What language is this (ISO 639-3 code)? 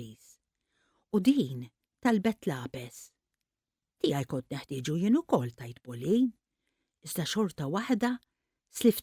mlt